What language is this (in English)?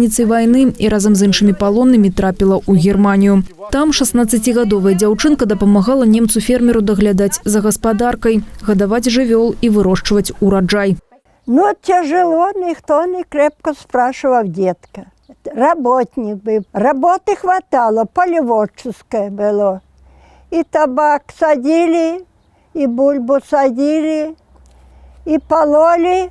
Belarusian